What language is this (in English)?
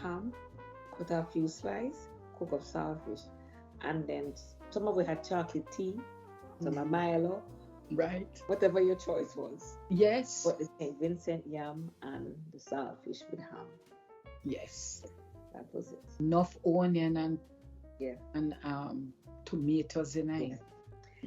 Jamaican Creole English